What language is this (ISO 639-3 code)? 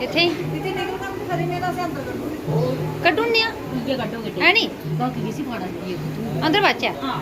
doi